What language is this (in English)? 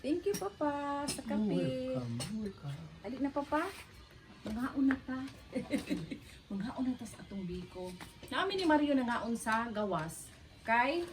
Cebuano